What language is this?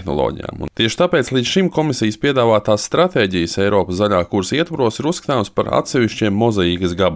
Latvian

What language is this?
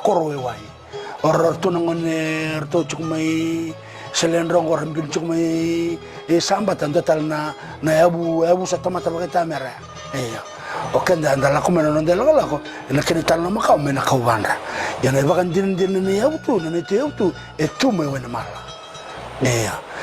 Fijian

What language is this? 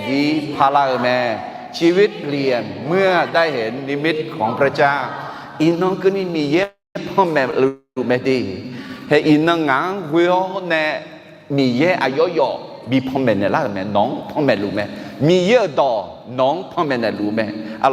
Akha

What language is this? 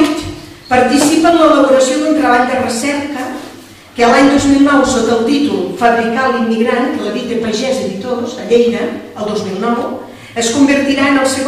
Catalan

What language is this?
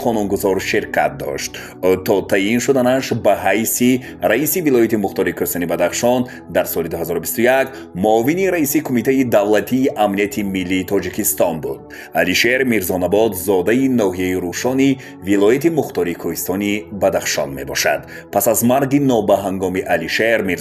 Tajik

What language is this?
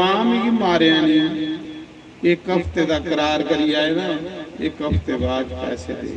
Dogri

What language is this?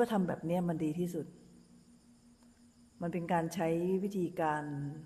Thai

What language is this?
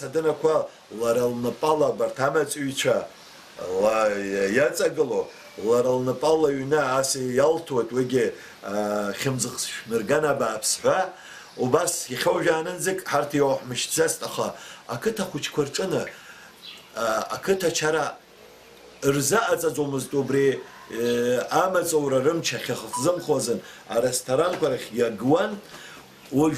Abkhazian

